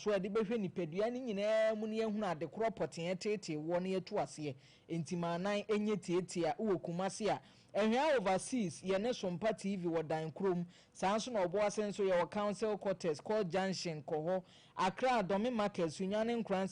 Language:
Akan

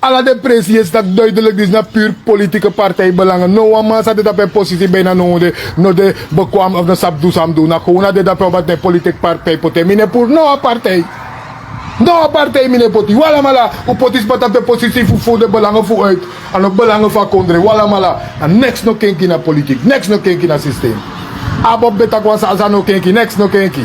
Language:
Sranan Tongo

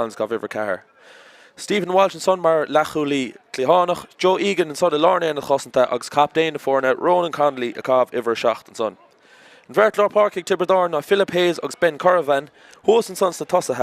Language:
Irish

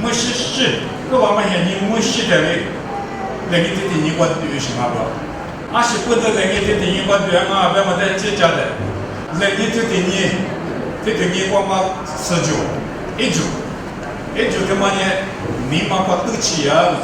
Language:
Lisu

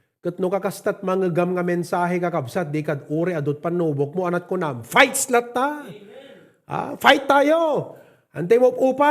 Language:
Iloko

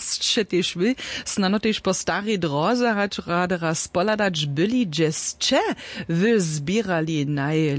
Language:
Upper Sorbian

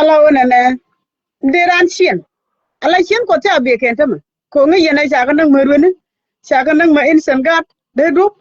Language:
Nuer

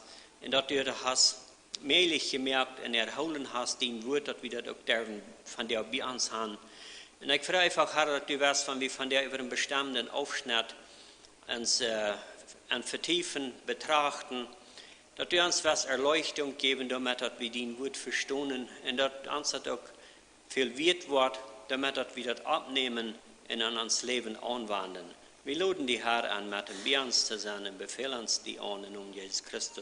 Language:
Plautdietsch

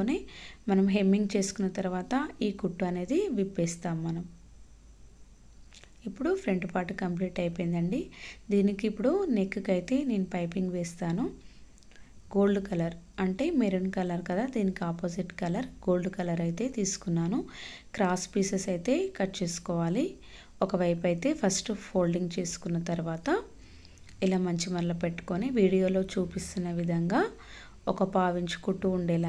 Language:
Telugu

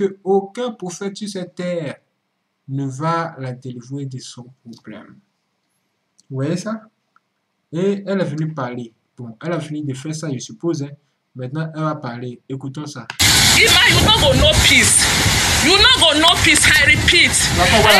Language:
French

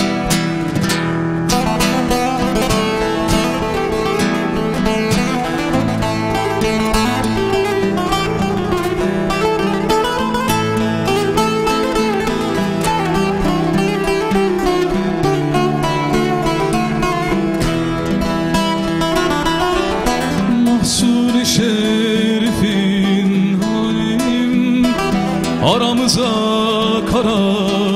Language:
Turkish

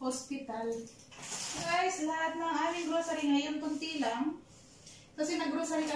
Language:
Filipino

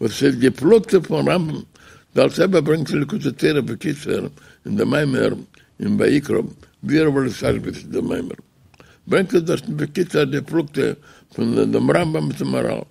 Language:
Yiddish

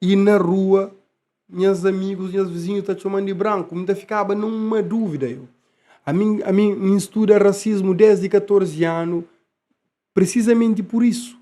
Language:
Kabuverdianu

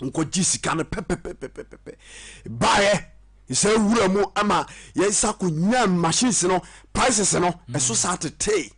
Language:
Akan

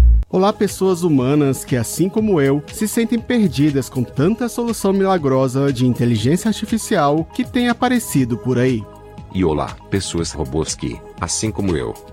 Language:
Portuguese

